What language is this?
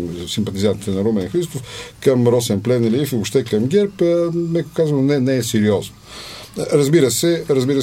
Bulgarian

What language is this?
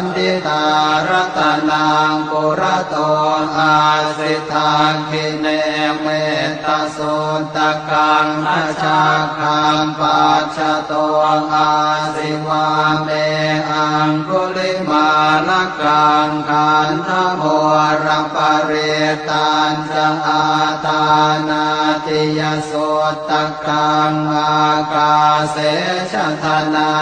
Pali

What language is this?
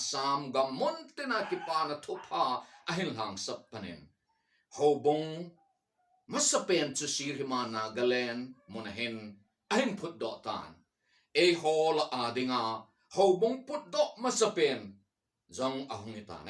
Thado Chin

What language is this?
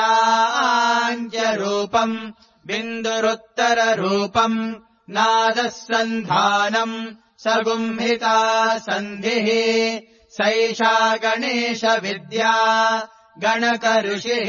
Sanskrit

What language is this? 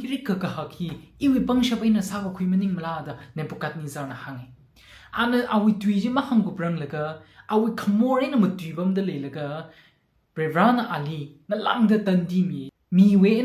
Tangkhul Naga (India)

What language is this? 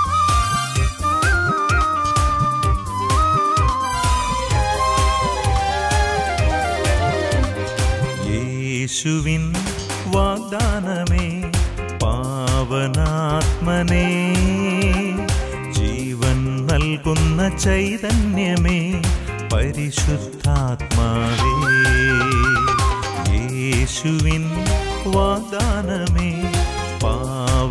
Malayalam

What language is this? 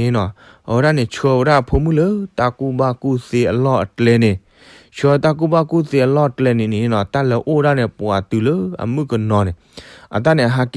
S'gaw Karen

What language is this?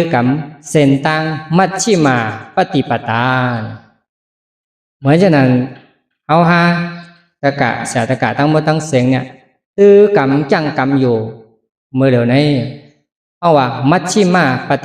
Shan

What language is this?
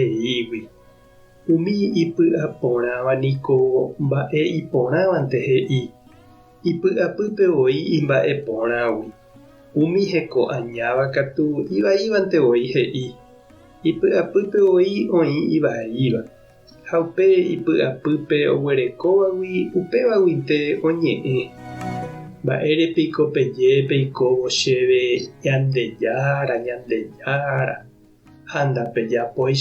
Guarani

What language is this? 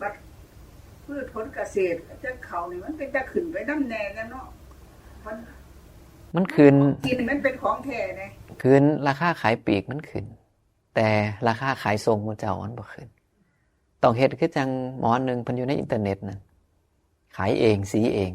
Northeastern Thai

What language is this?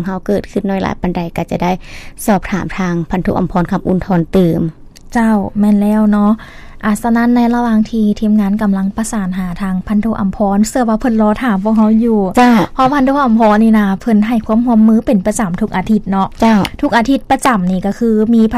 Lao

